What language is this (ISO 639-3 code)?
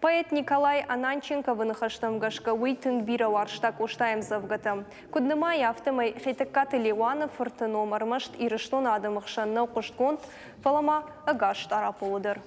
oss